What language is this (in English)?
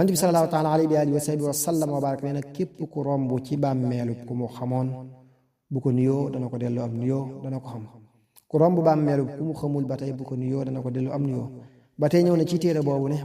Wolof